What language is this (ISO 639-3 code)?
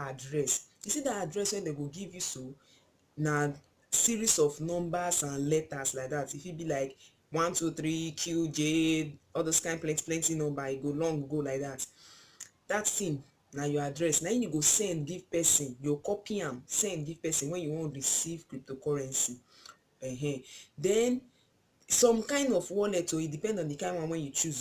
pcm